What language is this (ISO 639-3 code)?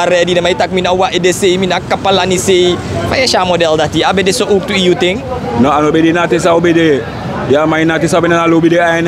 srn